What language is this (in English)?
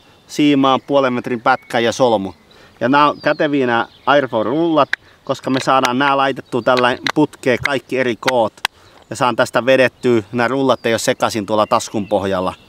Finnish